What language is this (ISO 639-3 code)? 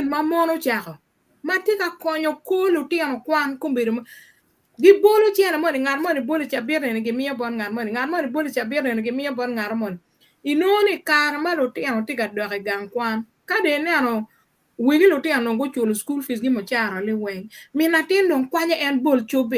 ach